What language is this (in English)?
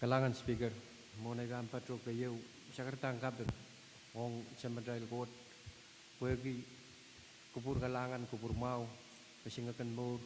Pohnpeian